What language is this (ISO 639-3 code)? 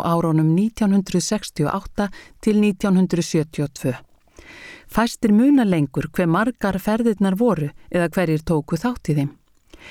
isl